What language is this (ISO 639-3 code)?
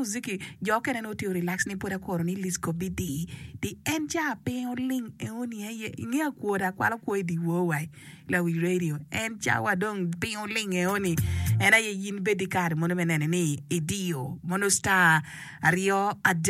ach